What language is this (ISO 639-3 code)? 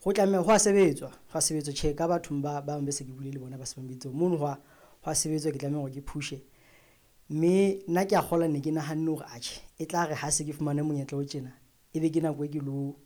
sot